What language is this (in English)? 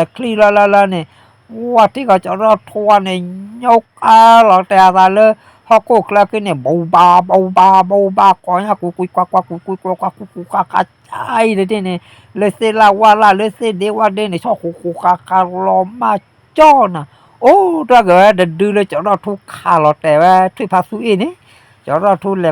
S'gaw Karen